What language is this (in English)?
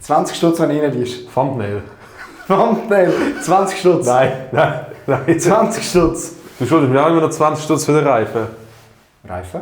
Swiss German